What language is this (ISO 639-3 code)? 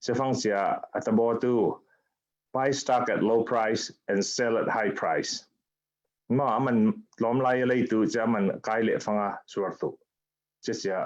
cfm